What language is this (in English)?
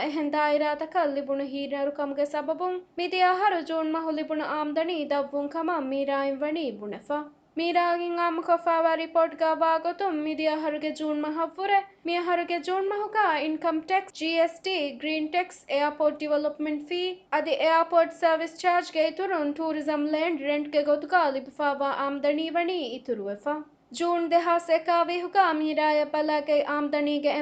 Divehi